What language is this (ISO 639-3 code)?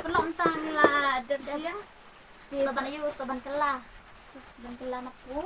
kha